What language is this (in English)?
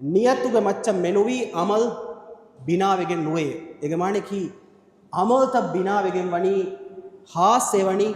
Divehi